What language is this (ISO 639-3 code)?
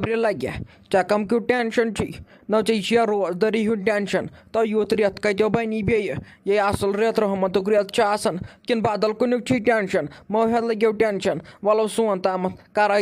kas